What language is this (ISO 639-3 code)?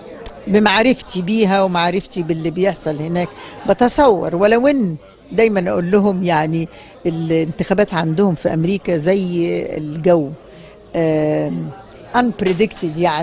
arz